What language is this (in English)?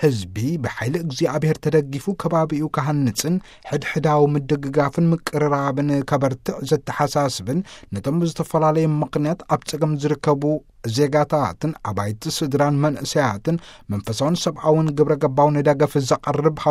Tigrinya